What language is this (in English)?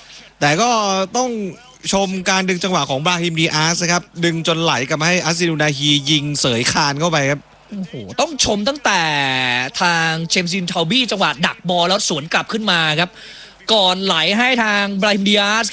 Thai